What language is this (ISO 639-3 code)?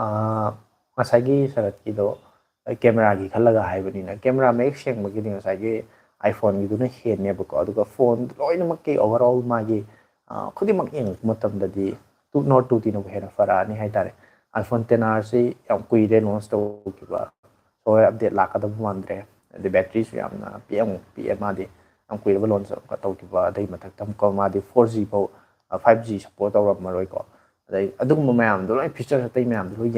mni